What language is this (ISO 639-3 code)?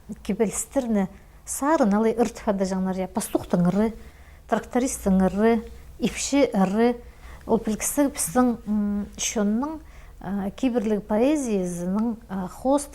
kjh